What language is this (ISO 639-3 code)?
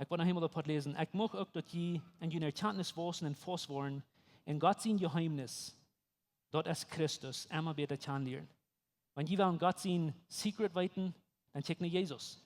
pdt